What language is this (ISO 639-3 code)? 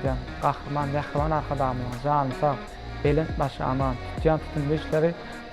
tuk